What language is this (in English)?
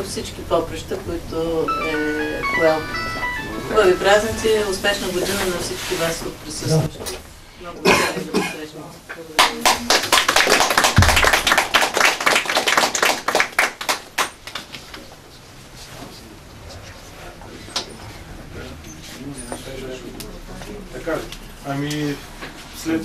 Bulgarian